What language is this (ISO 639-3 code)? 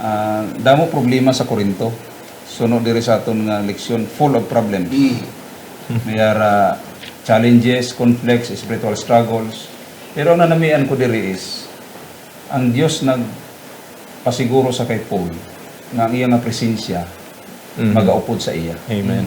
hil